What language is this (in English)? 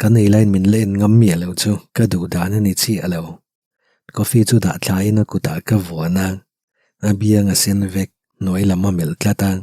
Mizo